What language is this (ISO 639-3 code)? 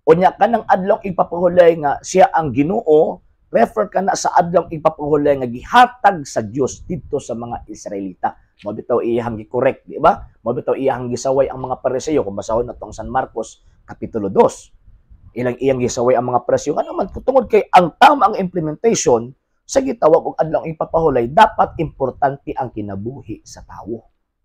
ceb